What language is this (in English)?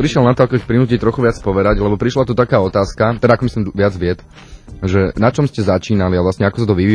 Slovak